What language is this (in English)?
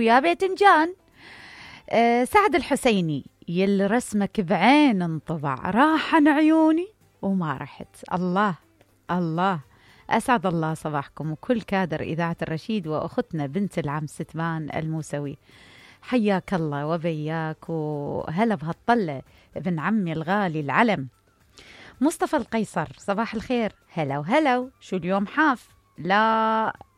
Mesopotamian Arabic